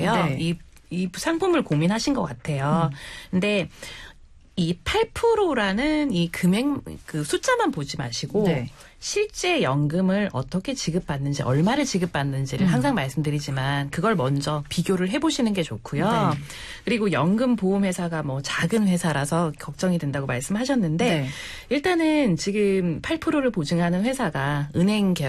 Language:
Korean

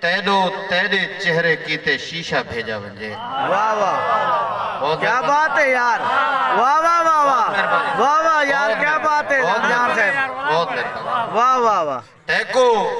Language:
Saraiki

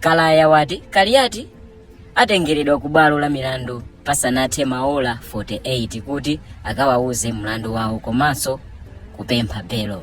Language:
Nyanja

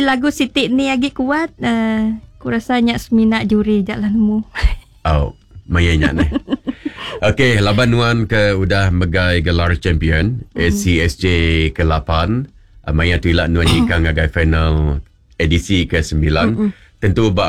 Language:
Iban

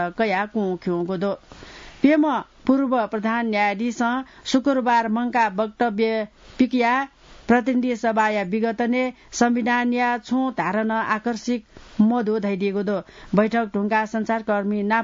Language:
Newari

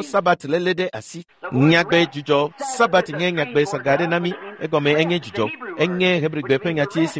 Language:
Ewe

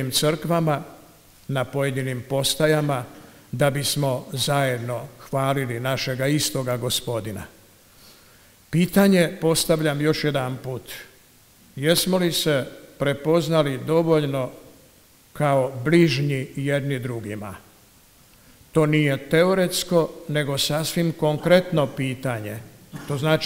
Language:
Croatian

